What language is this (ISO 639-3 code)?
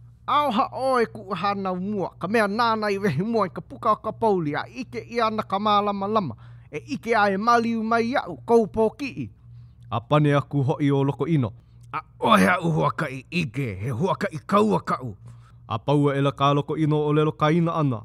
haw